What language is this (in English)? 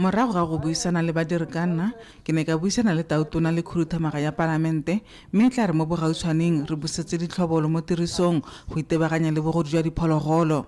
Tswana